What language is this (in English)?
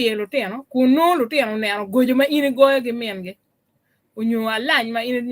Acoli